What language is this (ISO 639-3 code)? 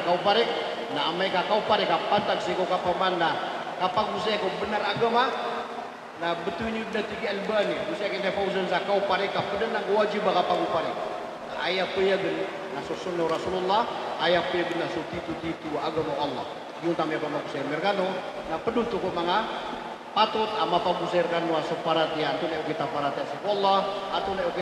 mrw